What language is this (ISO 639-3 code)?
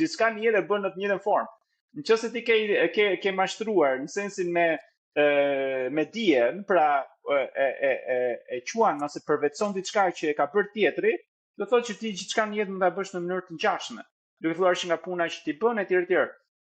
sqi